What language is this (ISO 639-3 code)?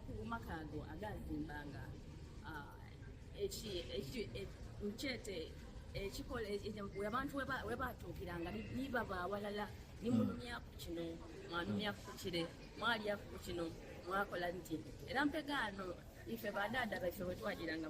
xog